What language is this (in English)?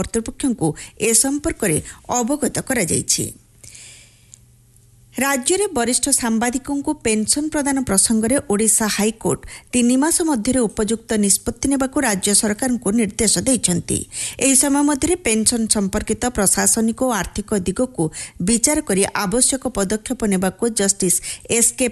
Odia